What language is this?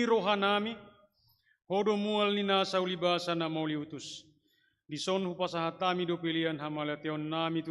Batak Toba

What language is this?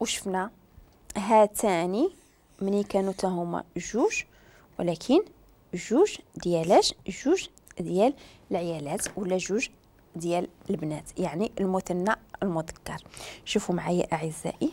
Moroccan Arabic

